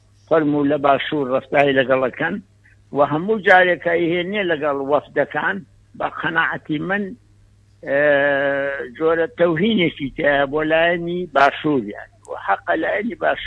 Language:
Central Kurdish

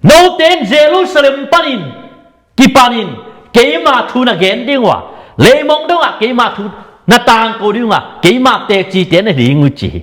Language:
Tedim Chin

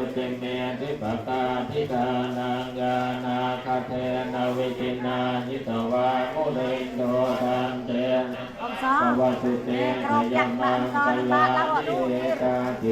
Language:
Pali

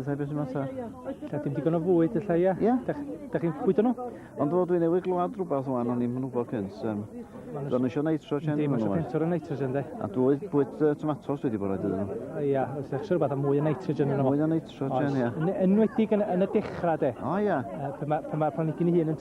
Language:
Welsh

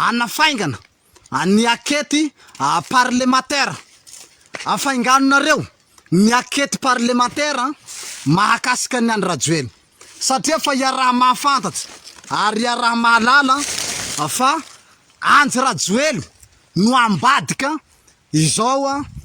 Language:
Malagasy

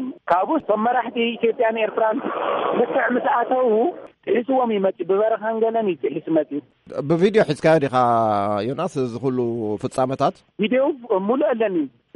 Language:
Tigrinya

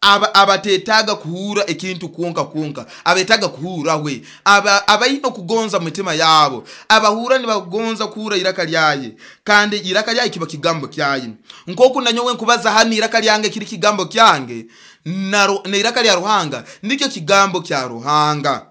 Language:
Nyoro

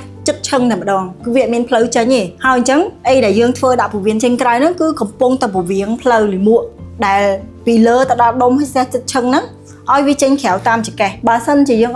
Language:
Khmer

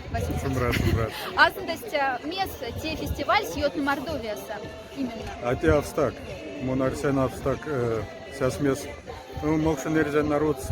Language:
Moksha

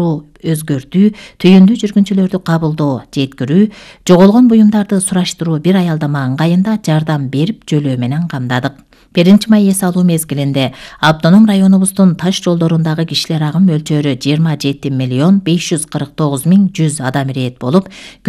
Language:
Kyrgyz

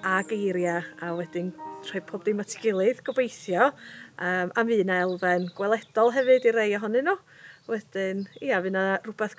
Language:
Welsh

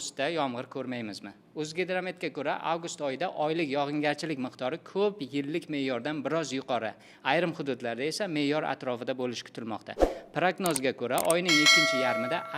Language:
Uzbek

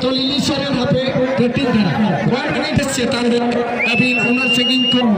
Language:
Santali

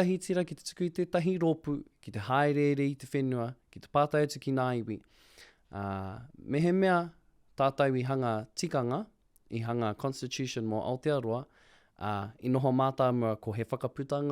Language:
Māori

